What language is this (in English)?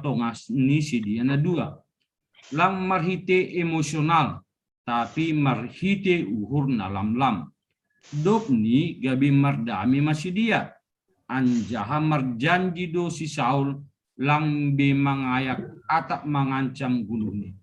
Batak Simalungun